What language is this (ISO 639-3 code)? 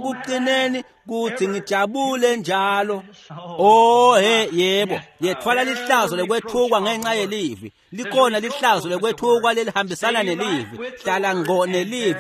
ssw